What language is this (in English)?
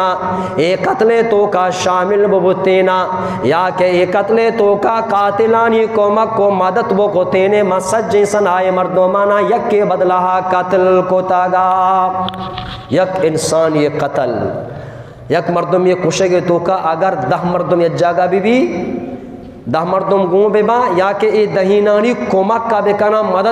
Eastern Balochi